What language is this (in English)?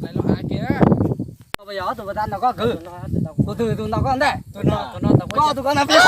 Hmong